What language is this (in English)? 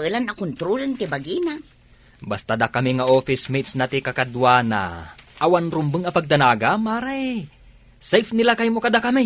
Iloko